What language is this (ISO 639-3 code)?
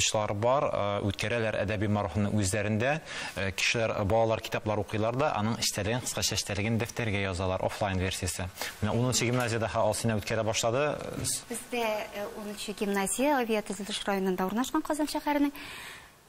tat